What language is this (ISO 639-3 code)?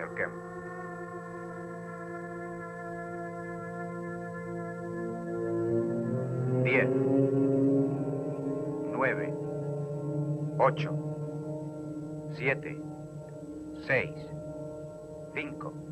spa